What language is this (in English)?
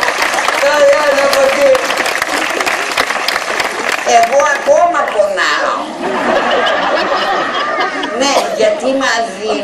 Greek